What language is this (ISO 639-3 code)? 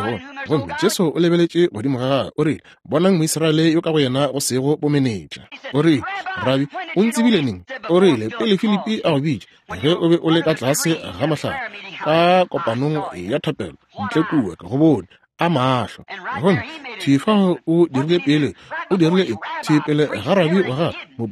nso